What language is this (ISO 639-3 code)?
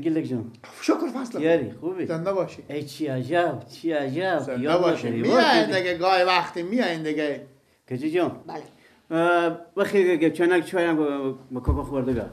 fas